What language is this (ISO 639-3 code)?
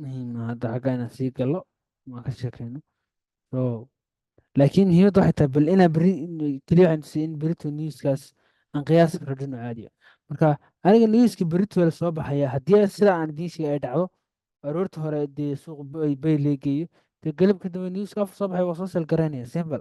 som